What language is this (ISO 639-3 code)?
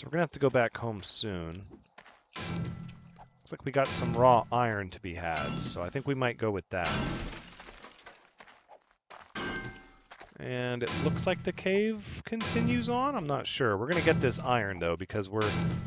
eng